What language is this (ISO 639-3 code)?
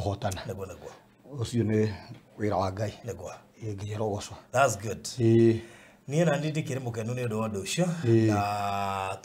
kik